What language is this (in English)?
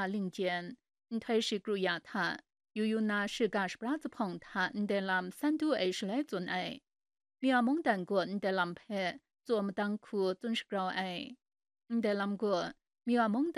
Kachin